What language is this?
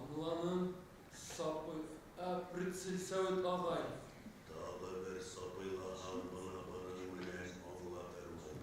Bashkir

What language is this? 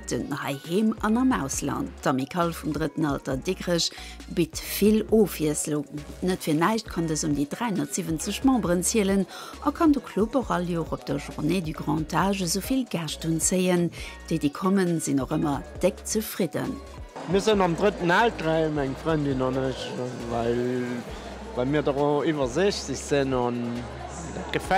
Luxembourgish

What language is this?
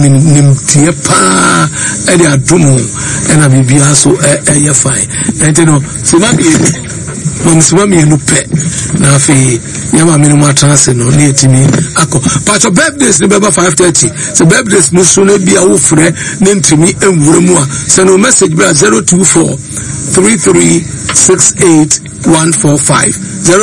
Akan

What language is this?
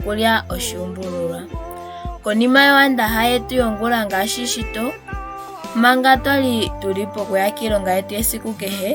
Ndonga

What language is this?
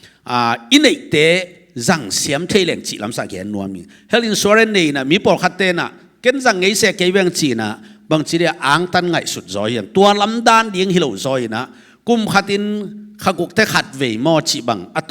Tedim Chin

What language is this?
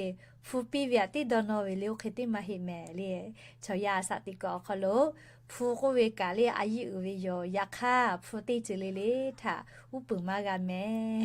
Lahu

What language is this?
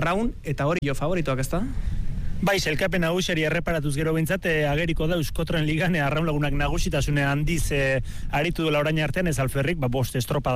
Basque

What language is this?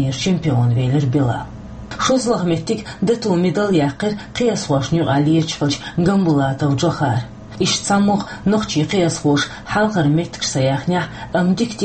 Chechen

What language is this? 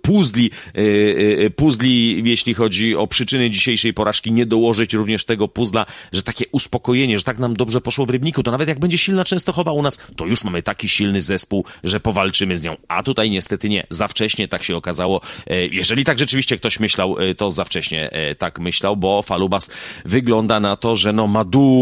Polish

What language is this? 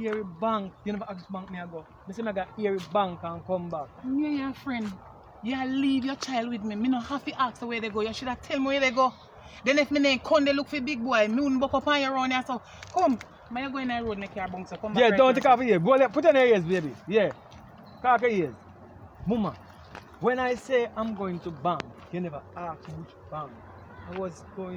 Jamaican Creole English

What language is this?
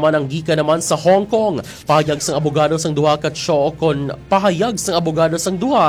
Hiligaynon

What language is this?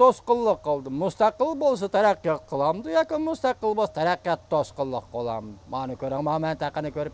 Uyghur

